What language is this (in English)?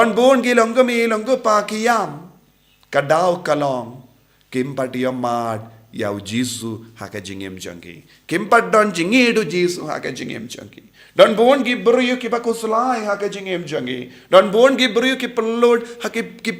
Khasi